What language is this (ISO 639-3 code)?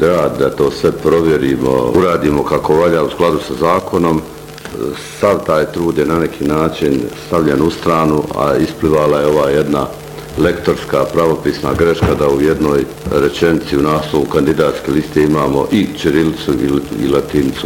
bos